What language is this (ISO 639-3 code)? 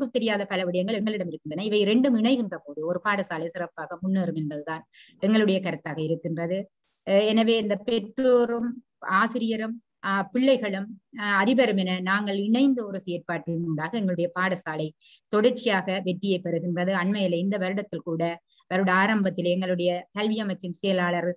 tam